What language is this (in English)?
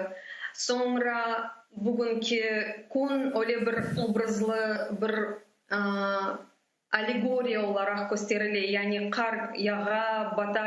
Crimean Tatar